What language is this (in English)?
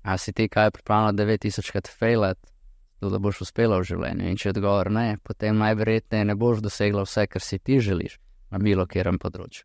Slovenian